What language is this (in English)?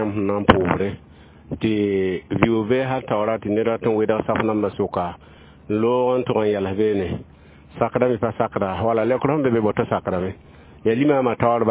Mossi